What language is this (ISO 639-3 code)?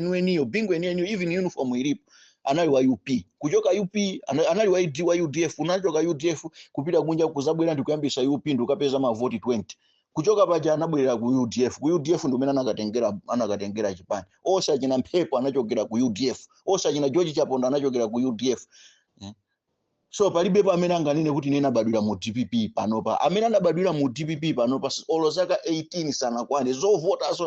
nya